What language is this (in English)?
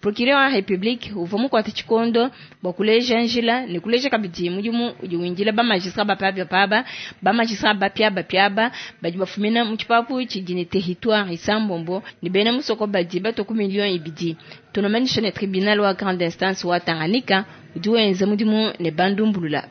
Luba-Lulua